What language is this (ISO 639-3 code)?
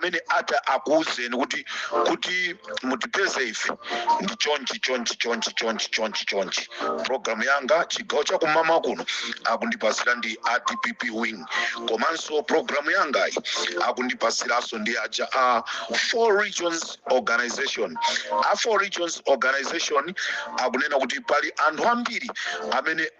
nya